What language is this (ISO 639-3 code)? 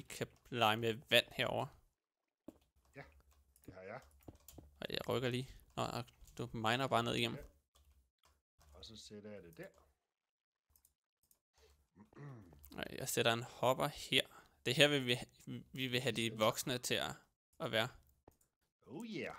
dan